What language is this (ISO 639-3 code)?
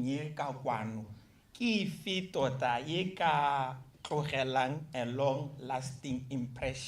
tsn